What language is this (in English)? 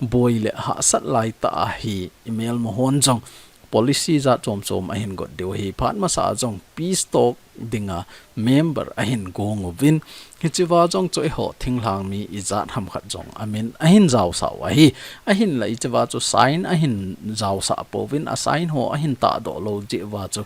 Thado Chin